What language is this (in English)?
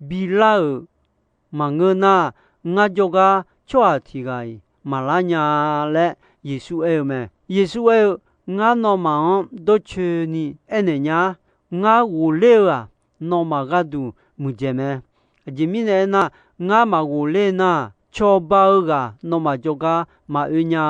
Akha